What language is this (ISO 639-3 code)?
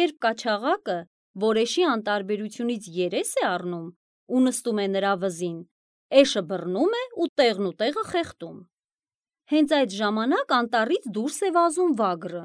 hye